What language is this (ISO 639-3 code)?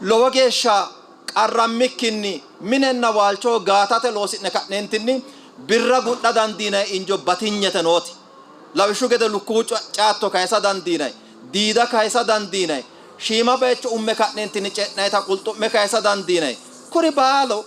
sid